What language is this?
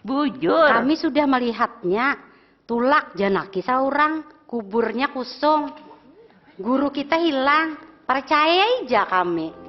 Banjar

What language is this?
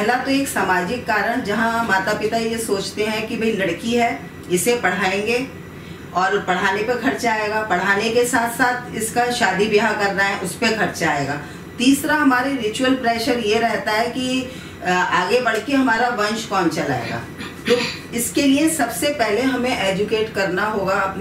Hindi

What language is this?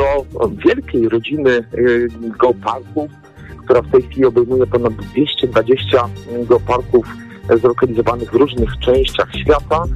Polish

